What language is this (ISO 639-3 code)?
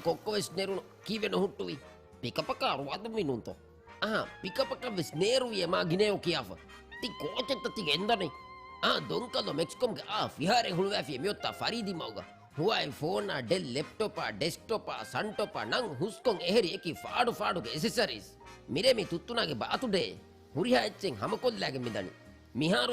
div